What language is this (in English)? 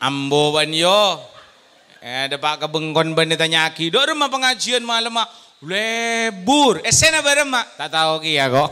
Madurese